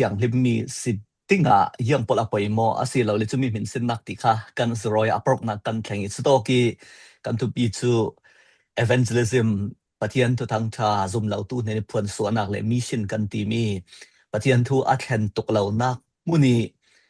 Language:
Falam Chin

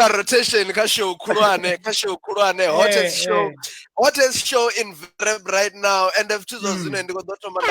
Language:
Venda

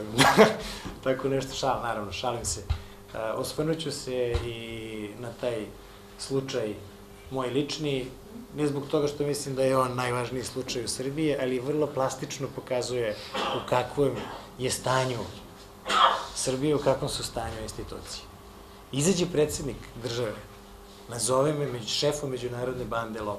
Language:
Serbian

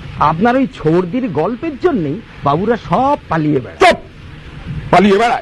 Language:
Bangla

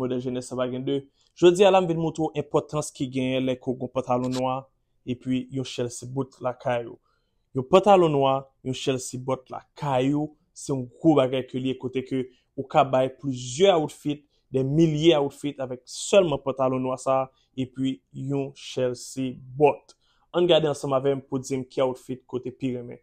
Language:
Haitian Creole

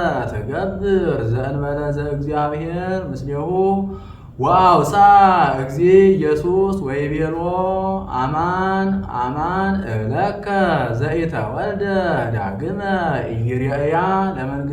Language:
Geez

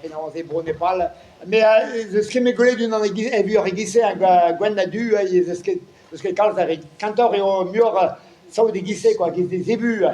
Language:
Breton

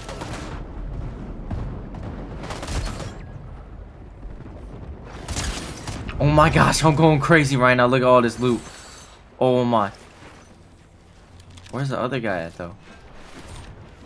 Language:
English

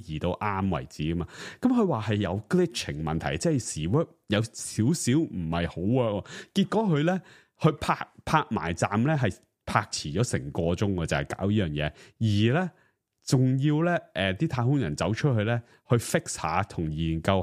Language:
Cantonese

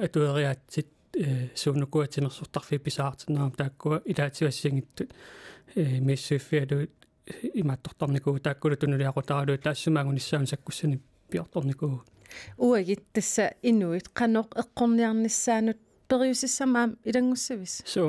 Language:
Kalaallisut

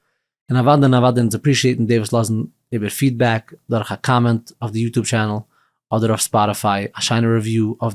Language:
Yiddish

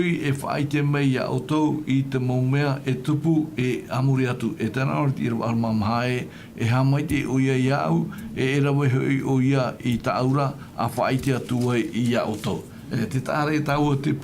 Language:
Tahitian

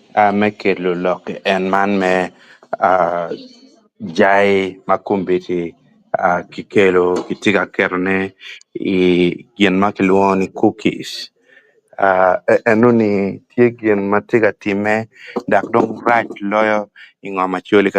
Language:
Acoli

